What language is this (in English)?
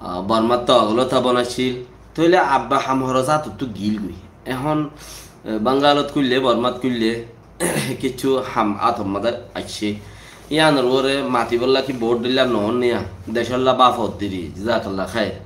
Rohingya